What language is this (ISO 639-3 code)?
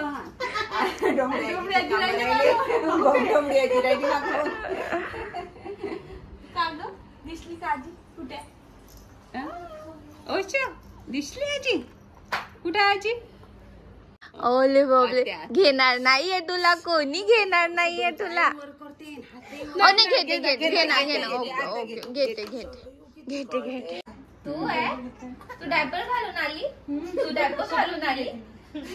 mar